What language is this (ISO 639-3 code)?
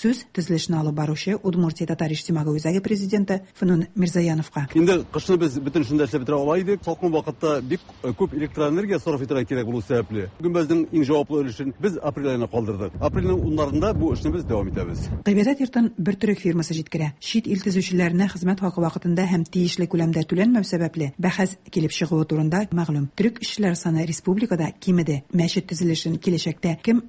tat